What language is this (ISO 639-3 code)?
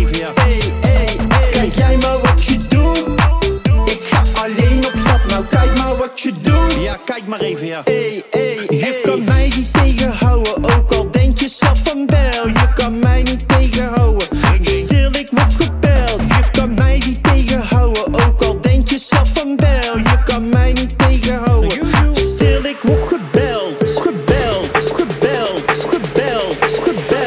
nld